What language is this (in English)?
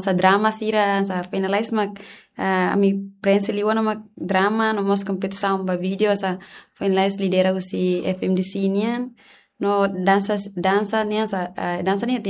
Tetum